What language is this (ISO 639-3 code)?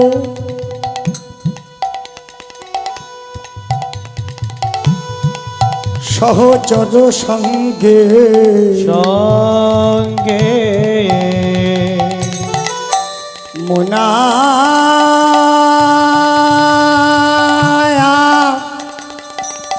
ben